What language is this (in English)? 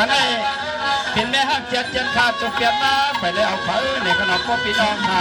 Shan